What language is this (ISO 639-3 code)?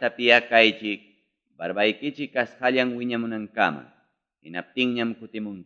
quy